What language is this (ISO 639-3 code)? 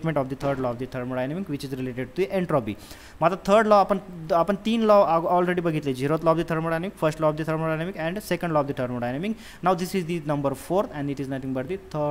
mar